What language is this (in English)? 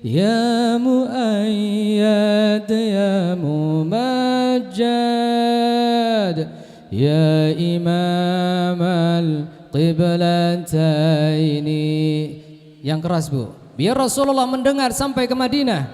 Banjar